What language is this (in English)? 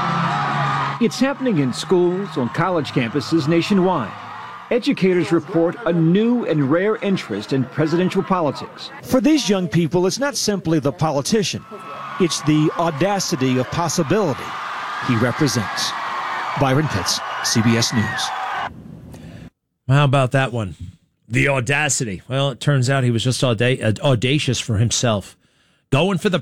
English